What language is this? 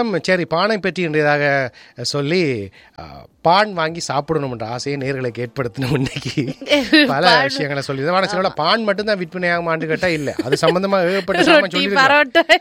Tamil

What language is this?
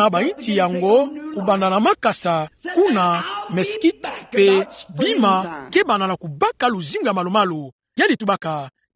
Kituba (Democratic Republic of Congo)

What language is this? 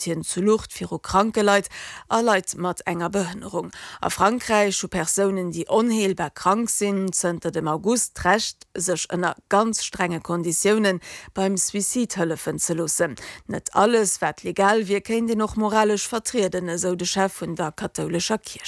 Luxembourgish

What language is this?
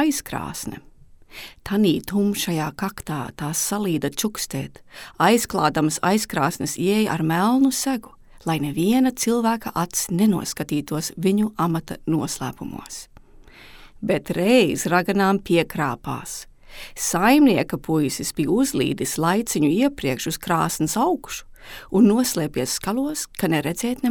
Latvian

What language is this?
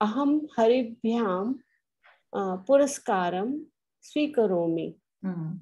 Sanskrit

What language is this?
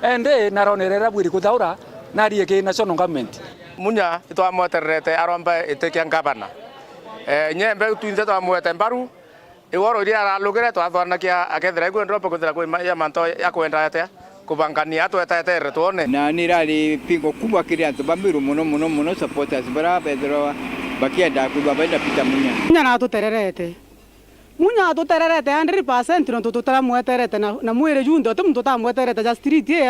Meru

